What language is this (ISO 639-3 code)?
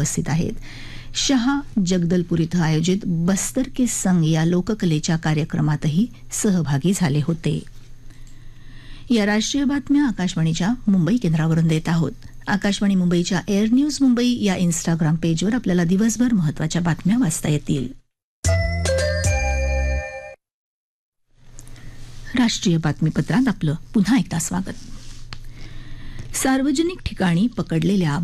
mar